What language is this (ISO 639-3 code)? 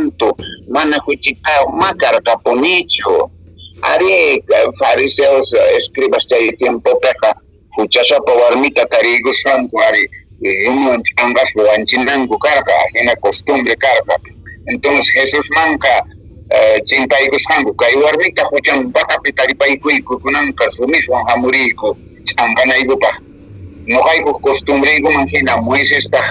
que